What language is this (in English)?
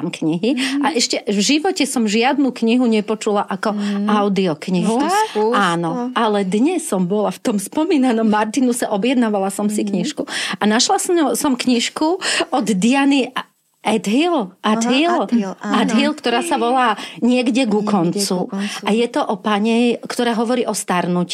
Slovak